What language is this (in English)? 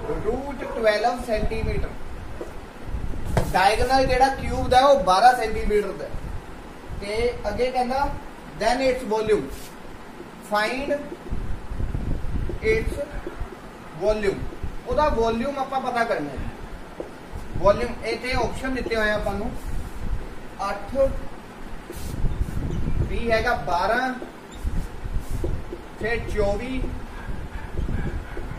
Punjabi